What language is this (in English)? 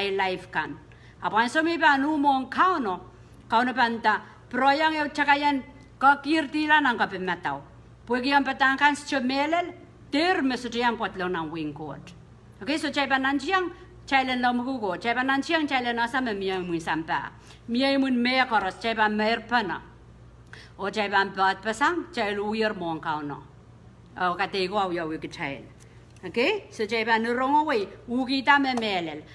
Pohnpeian